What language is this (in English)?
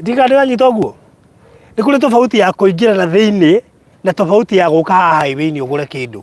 Kikuyu